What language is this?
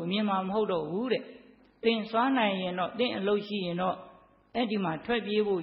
Burmese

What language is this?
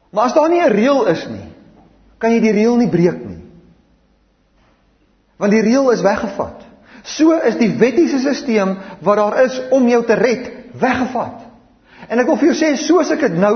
Afrikaans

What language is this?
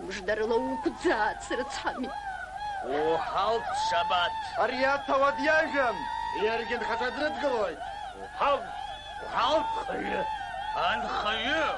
Abkhazian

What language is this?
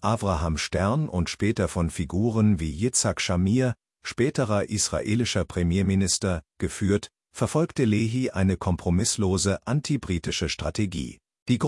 German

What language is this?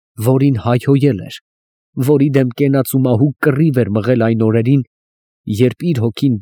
Armenian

